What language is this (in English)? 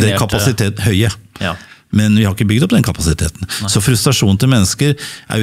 Norwegian